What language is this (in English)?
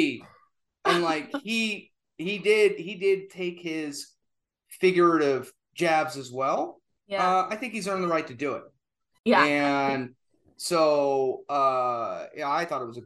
English